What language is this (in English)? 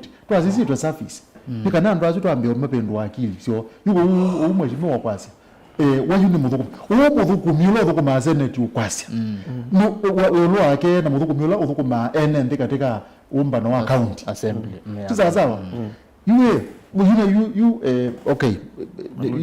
Kamba